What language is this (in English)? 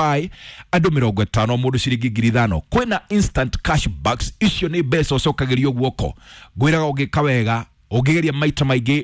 Kikuyu